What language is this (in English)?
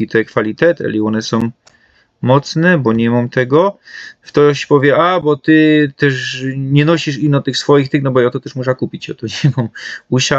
Silesian